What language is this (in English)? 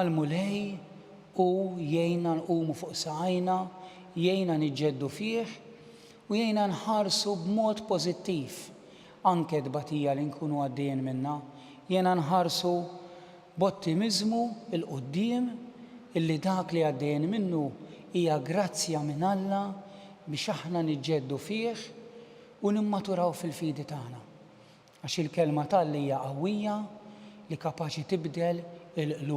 Maltese